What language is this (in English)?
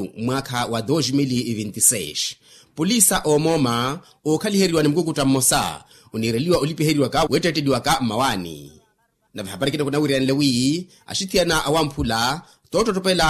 Makhuwa